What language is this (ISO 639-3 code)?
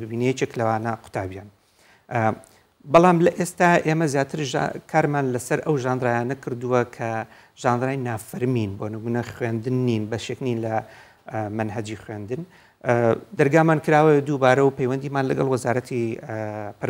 ckb